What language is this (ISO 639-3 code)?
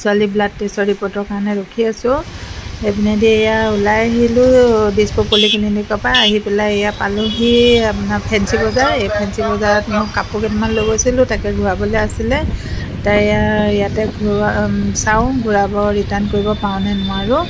asm